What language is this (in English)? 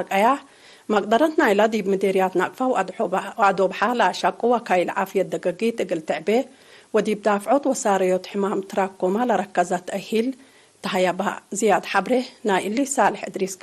Tigre